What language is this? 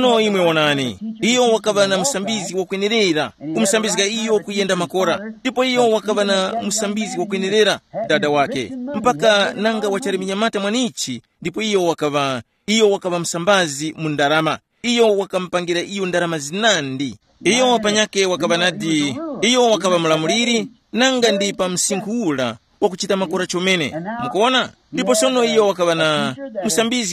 Tumbuka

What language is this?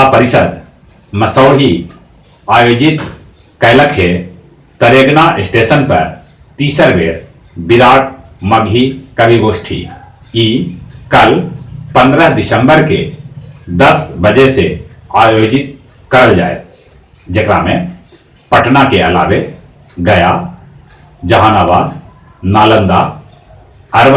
Magahi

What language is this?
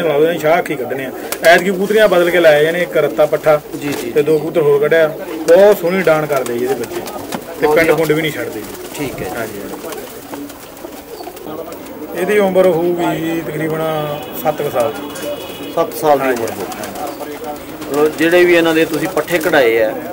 Punjabi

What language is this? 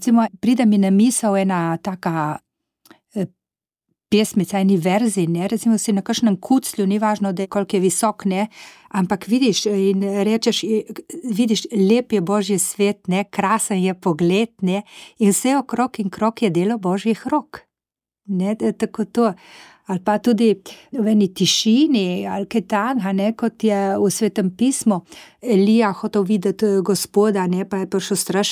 Slovenian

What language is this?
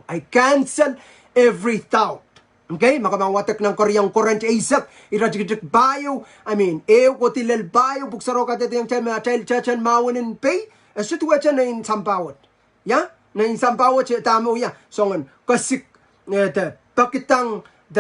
Pohnpeian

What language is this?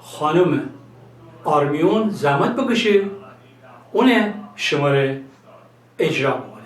Gilaki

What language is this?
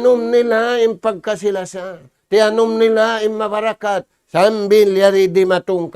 Tausug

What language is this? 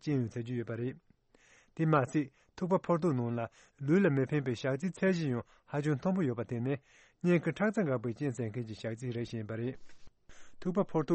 Tibetan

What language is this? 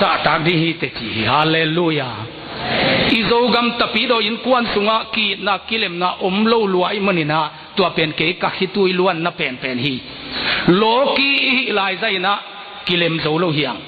Tedim Chin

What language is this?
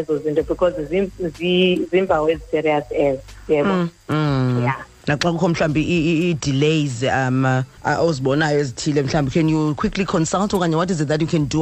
Xhosa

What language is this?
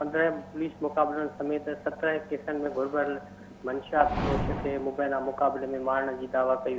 Sindhi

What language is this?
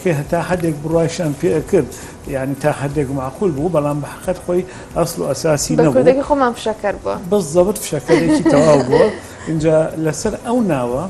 Central Kurdish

